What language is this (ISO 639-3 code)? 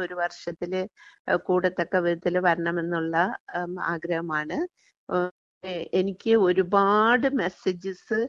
mal